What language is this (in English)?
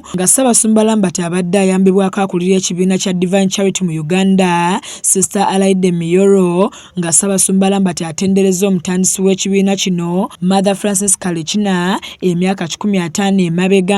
Ganda